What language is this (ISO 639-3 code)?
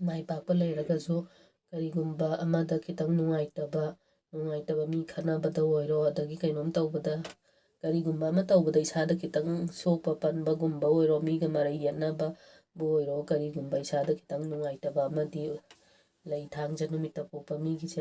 mni